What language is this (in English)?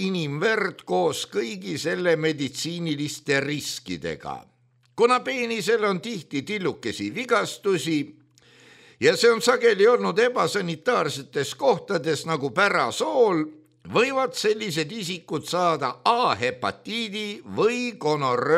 Estonian